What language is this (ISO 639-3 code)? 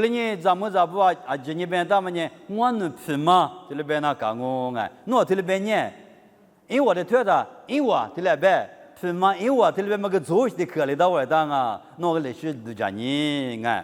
lis